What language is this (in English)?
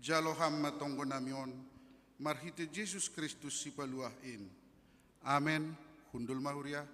Batak Simalungun